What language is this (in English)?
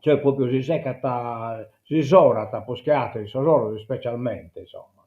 Sardinian